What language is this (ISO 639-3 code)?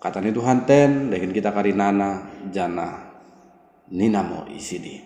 btd